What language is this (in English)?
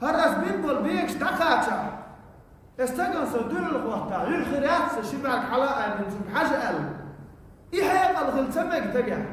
Chechen